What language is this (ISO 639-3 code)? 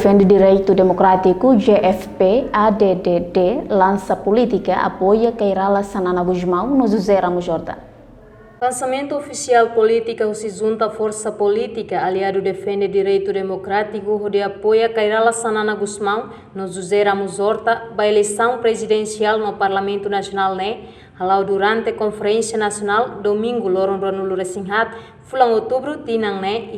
tet